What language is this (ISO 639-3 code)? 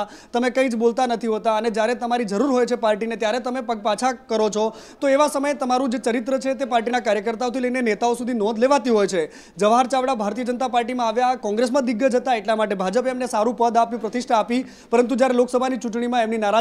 guj